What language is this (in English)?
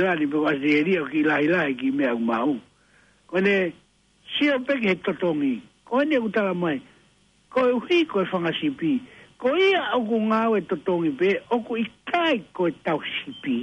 Tongan